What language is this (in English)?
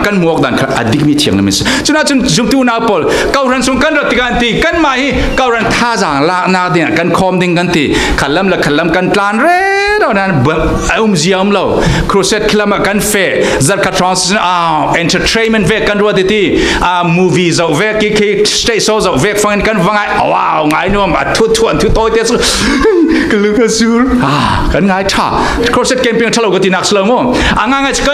Falam Chin